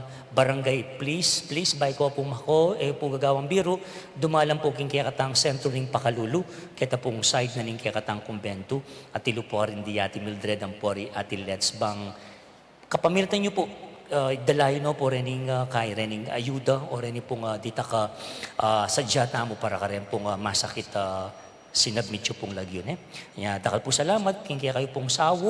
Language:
Pampanga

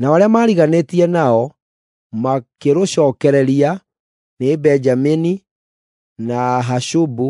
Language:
Kikuyu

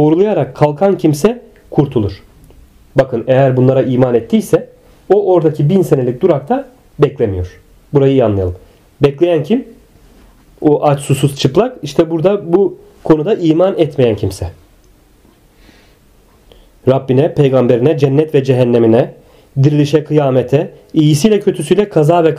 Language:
Turkish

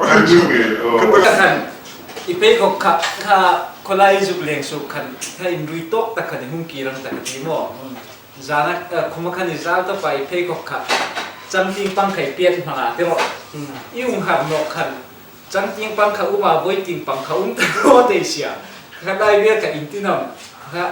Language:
Hmar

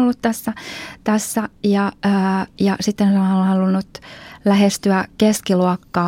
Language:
Finnish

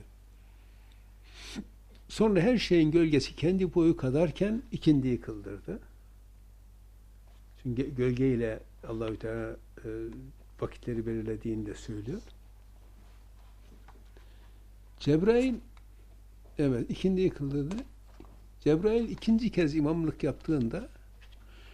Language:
Turkish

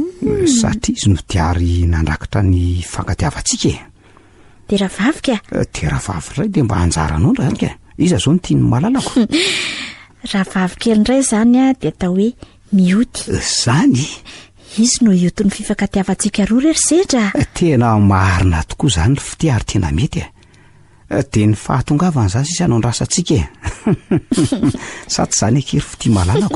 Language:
Malagasy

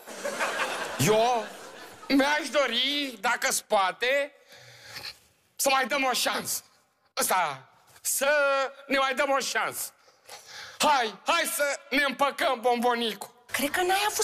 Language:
Romanian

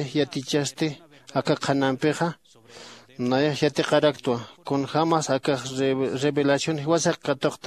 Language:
Aymara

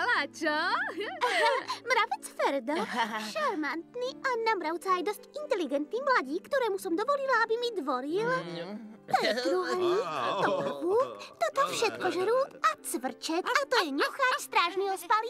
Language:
Slovak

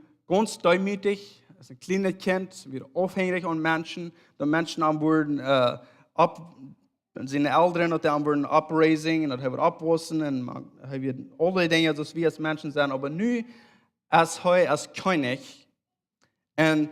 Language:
Plautdietsch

